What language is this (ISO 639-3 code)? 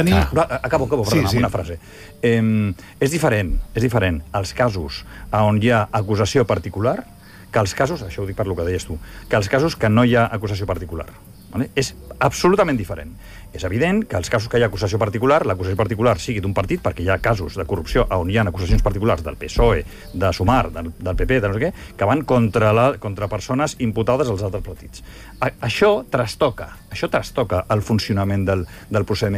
cat